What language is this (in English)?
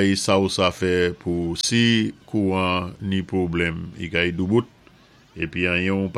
Saint Lucian Creole French